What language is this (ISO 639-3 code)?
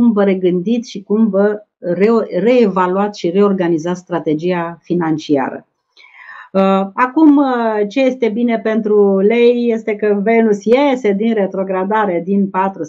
ron